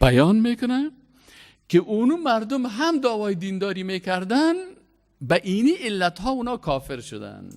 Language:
Persian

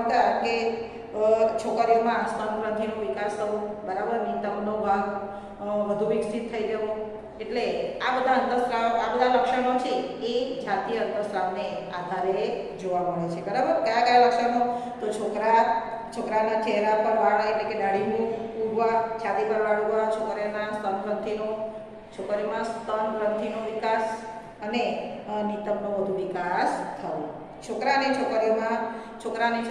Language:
Gujarati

